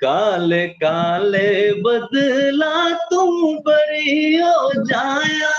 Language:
Dogri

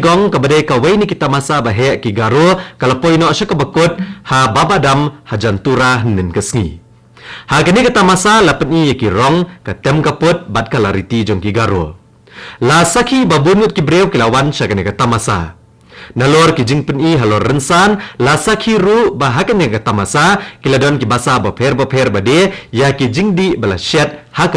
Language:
Khasi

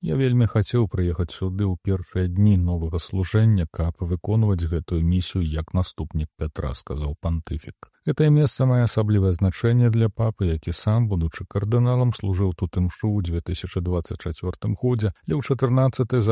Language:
Belarusian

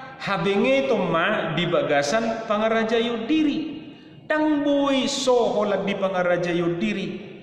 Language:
Batak Toba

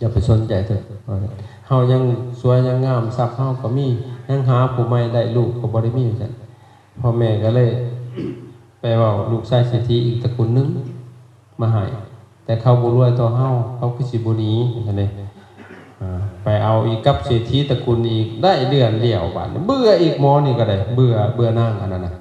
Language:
Lao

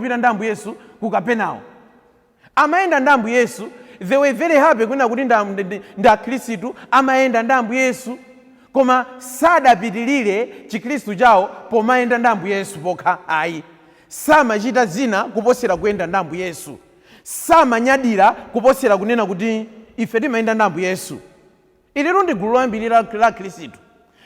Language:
Nyanja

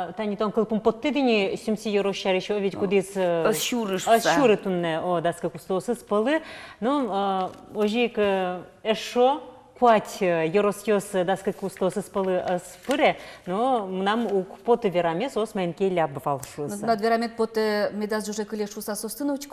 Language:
Udmurt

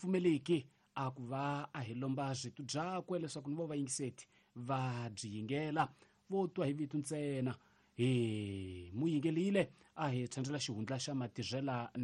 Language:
Tsonga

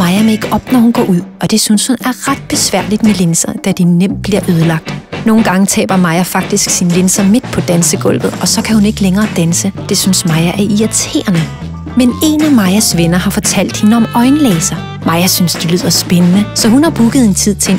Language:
Danish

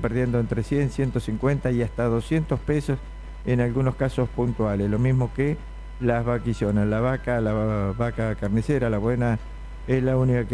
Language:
Spanish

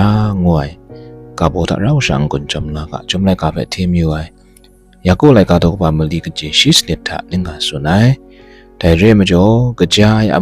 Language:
Kachin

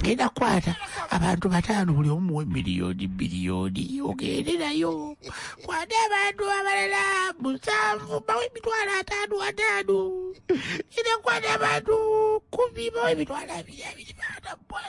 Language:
Ganda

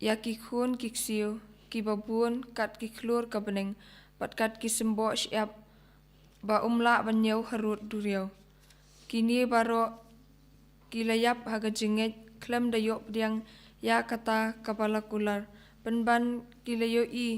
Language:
Khasi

